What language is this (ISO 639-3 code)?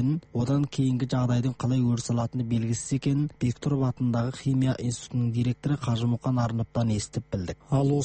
kaz